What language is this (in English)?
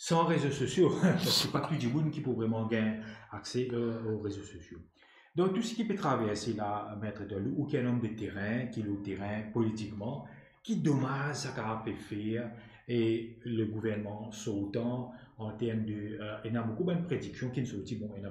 Morisyen